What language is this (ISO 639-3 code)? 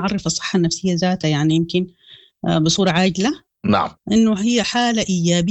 apd